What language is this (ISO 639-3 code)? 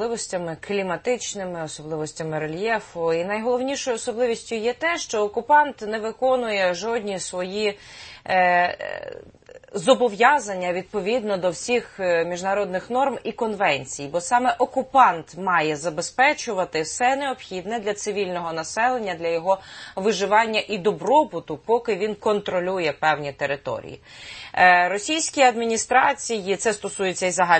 ukr